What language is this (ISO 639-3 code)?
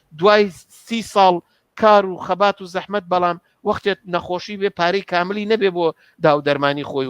ckb